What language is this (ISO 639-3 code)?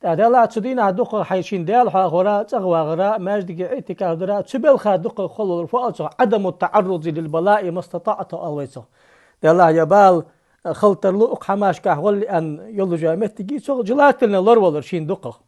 inh